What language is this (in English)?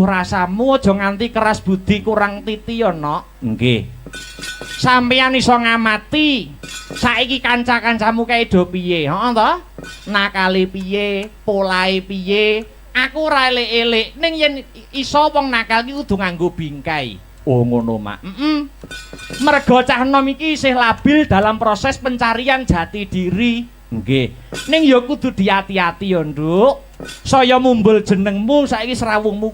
Javanese